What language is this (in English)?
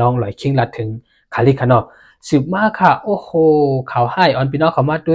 Shan